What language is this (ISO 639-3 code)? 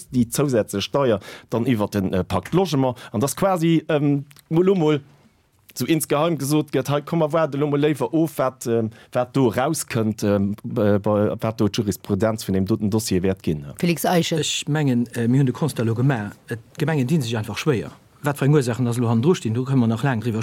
ltz